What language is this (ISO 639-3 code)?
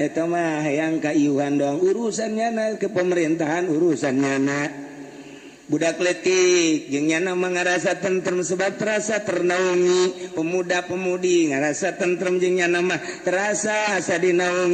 sun